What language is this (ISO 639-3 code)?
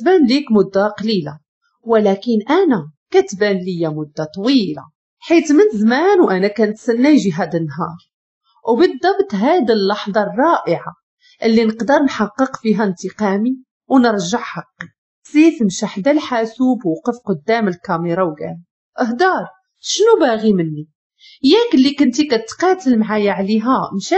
ary